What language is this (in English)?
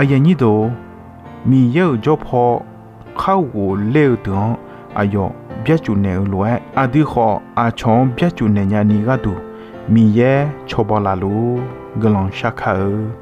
Akha